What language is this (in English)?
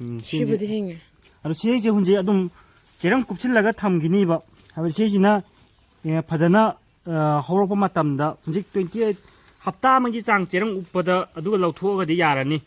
Manipuri